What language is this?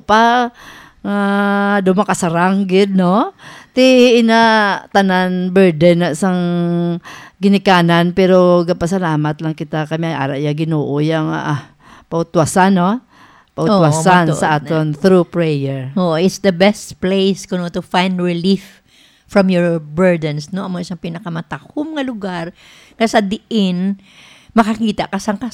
Hiligaynon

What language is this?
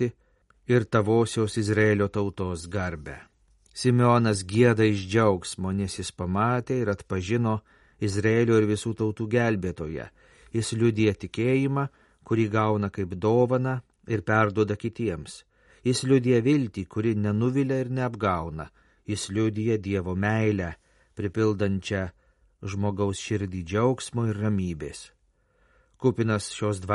Lithuanian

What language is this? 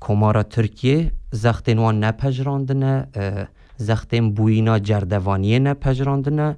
Kurdish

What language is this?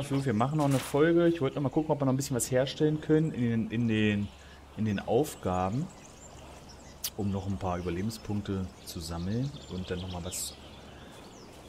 German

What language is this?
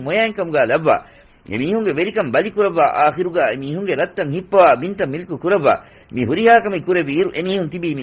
Divehi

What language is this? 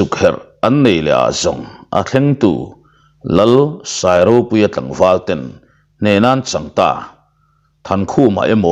Mizo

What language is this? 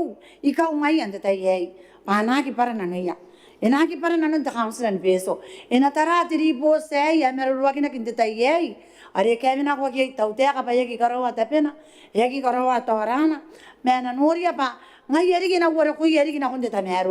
Gilbertese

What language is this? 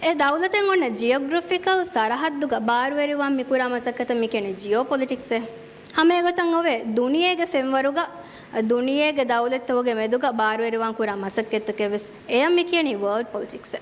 Divehi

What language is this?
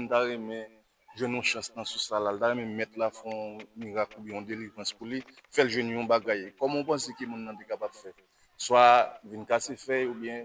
Haitian Creole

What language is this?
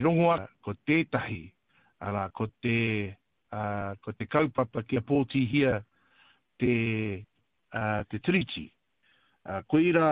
Māori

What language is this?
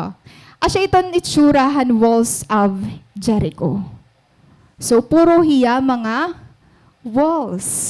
Waray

